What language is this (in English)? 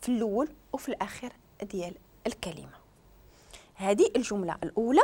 Moroccan Arabic